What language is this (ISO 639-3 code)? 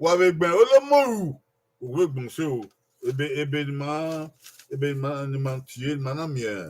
bin